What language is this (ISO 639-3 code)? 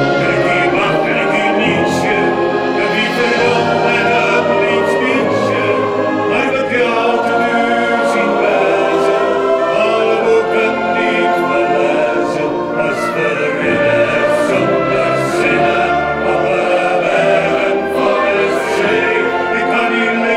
fry